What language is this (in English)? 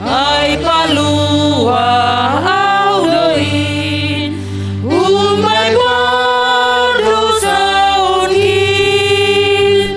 Batak Simalungun